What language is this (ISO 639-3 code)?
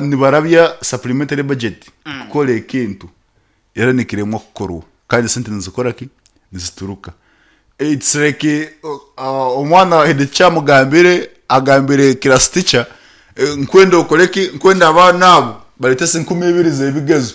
nyn